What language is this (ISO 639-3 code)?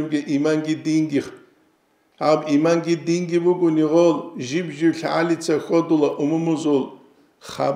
ava